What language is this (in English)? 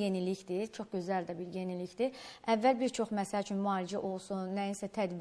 Azerbaijani